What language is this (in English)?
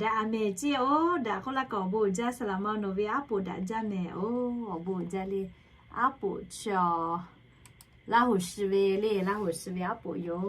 Lahu